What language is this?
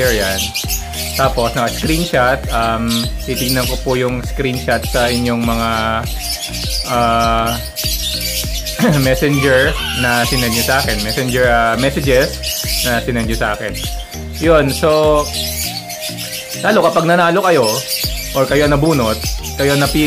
Filipino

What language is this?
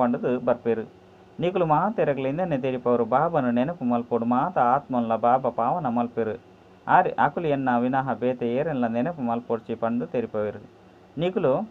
Tulu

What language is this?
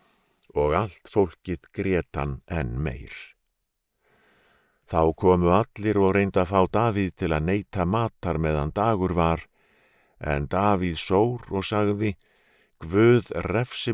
Icelandic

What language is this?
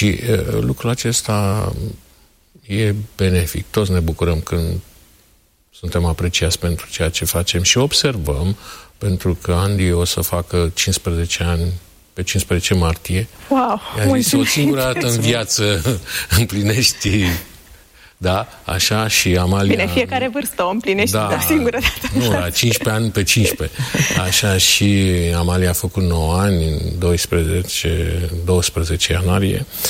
Romanian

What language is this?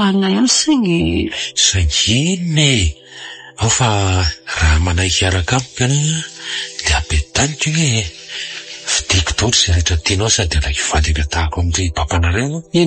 Malagasy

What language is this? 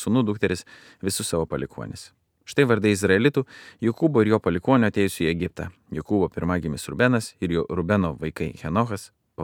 Lithuanian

